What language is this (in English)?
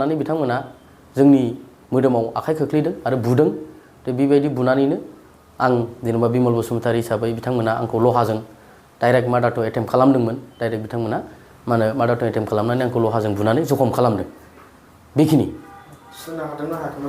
Bodo